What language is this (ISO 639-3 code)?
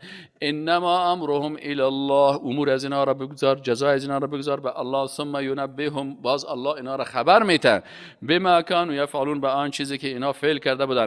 fas